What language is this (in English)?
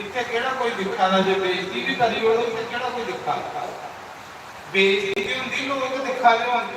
Dogri